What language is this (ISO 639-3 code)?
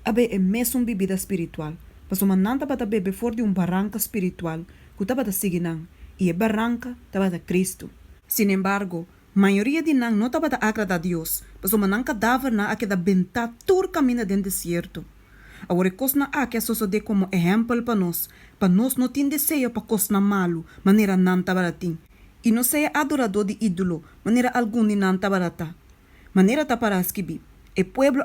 pap